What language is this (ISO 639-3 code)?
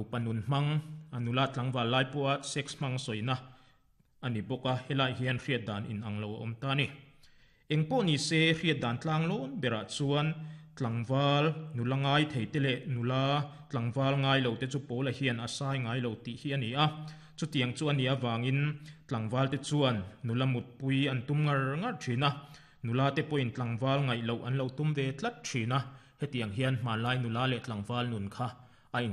lus